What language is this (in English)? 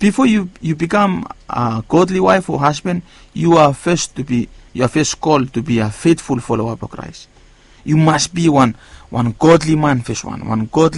Bislama